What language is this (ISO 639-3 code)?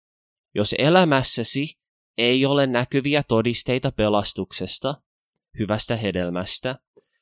fin